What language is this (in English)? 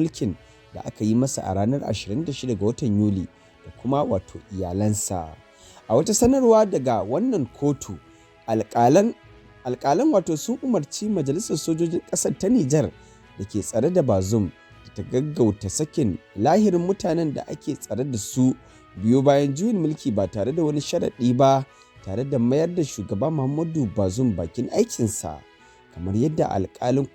Hausa